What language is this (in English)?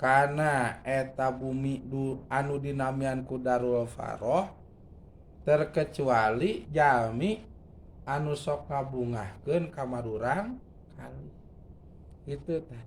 Sundanese